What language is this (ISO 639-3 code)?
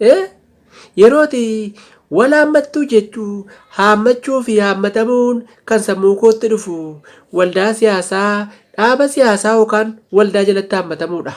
orm